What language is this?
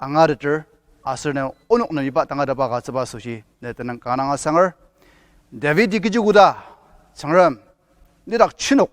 Ao Naga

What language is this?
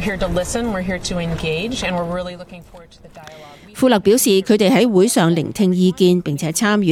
Cantonese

